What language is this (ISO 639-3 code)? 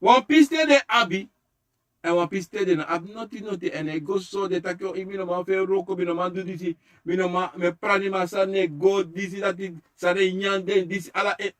srn